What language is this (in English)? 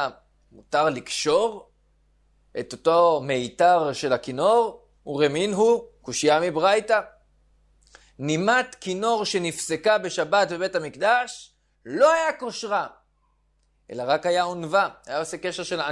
Hebrew